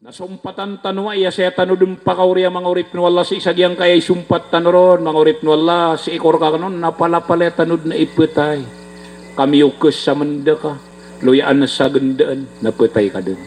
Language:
Maranao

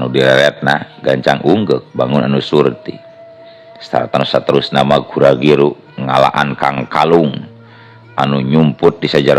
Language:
Sundanese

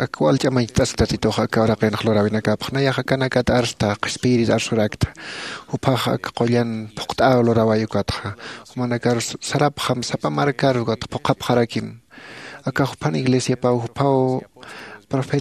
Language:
Aymara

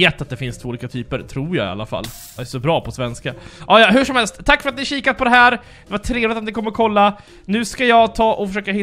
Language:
Swedish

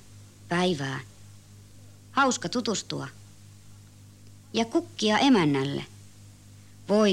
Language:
Finnish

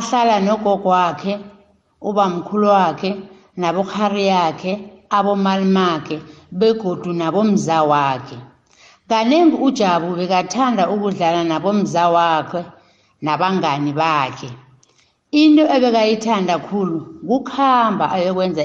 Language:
South Ndebele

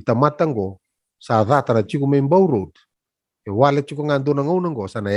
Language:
Fijian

